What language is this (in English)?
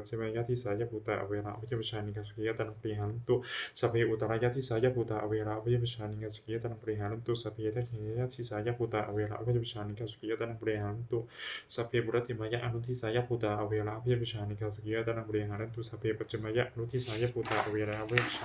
Pali